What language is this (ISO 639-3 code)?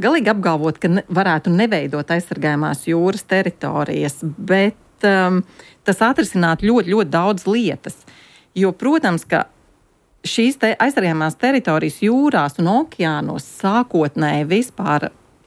lav